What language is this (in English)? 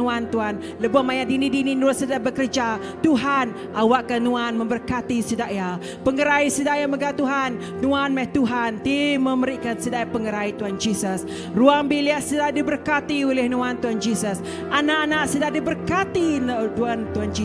Iban